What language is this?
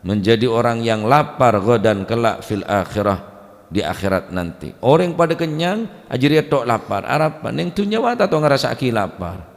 Madurese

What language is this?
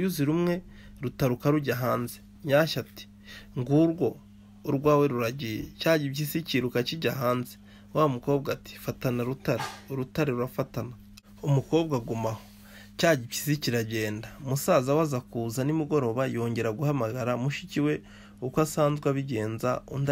Kinyarwanda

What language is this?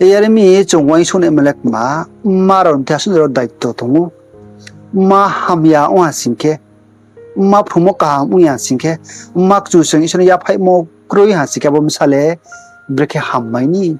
Riang (India)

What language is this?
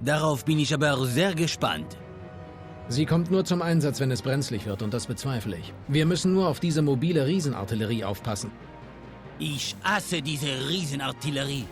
Bavarian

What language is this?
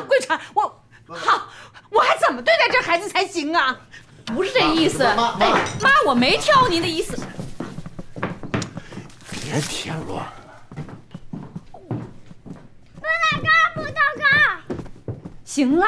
Chinese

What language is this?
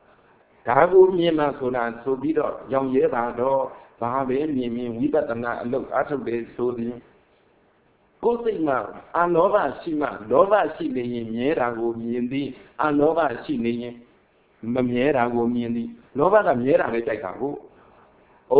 Burmese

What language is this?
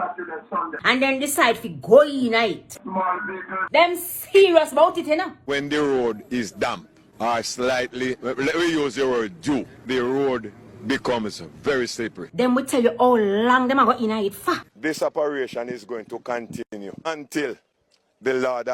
Jamaican Creole English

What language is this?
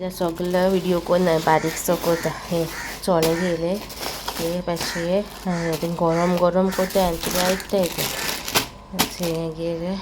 Konkani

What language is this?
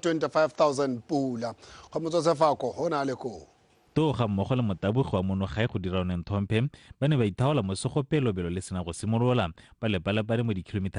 Tswana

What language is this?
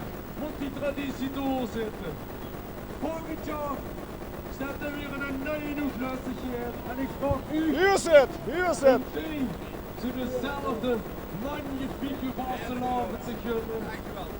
Limburgish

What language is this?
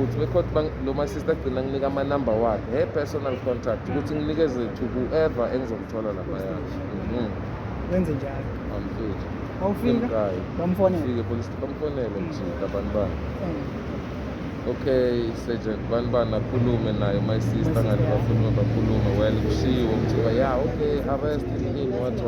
Zulu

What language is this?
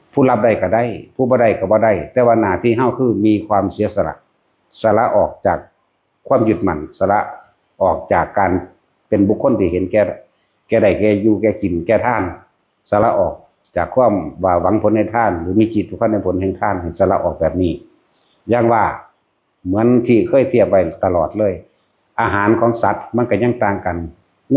Northeastern Thai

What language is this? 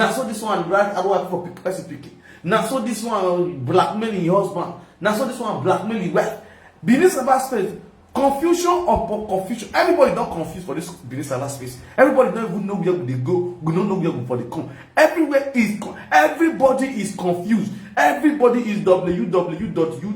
Nigerian Pidgin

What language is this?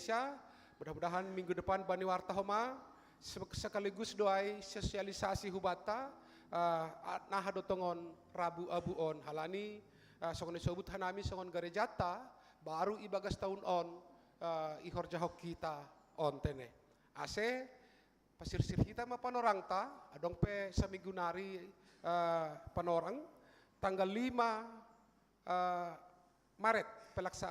Batak Simalungun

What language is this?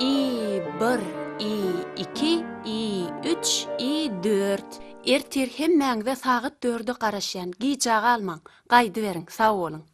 Turkmen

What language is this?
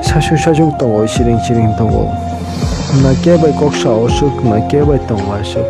Kok Borok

